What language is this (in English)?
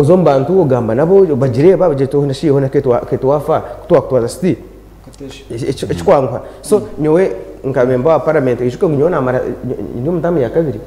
Nyankole